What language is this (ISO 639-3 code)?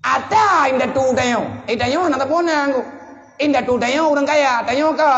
ace